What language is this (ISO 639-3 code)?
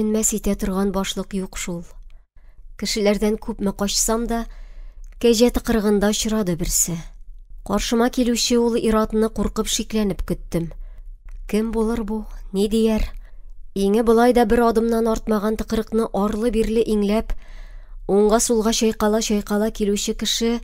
tat